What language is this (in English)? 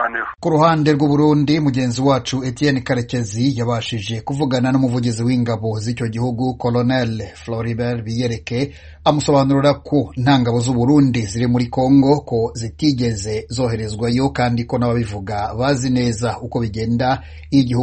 Kinyarwanda